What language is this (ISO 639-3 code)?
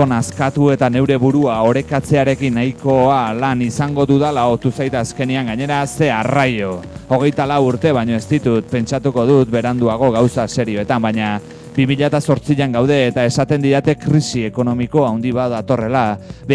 eus